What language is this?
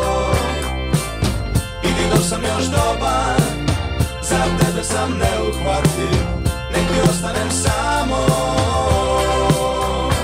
Serbian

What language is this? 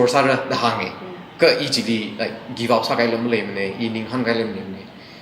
Tangkhul Naga (India)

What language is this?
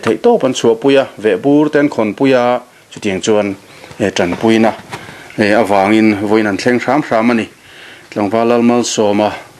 Mizo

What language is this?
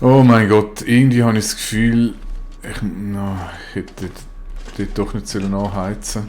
Swiss German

